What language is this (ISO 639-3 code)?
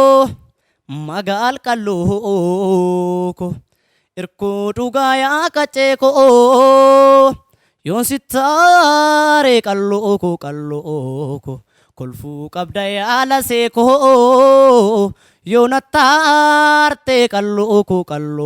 orm